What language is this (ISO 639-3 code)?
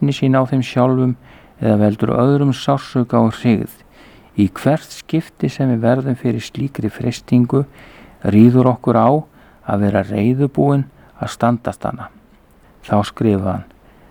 isl